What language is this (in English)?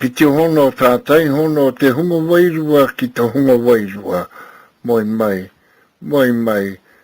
Māori